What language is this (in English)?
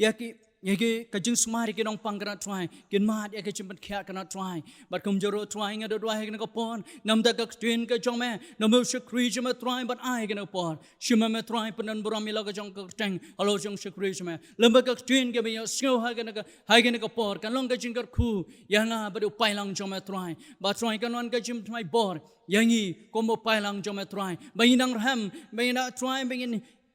Khasi